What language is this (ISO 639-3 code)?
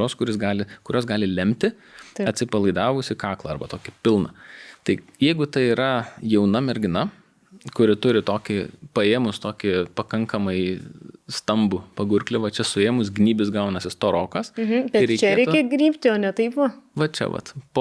lit